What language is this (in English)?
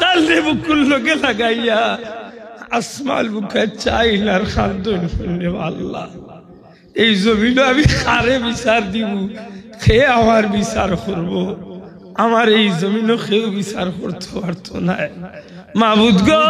Sylheti